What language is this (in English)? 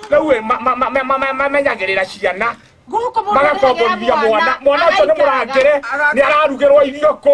Kikuyu